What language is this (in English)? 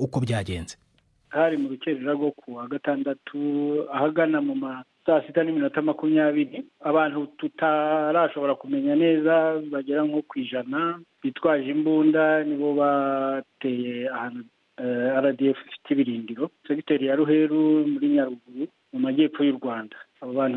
Kinyarwanda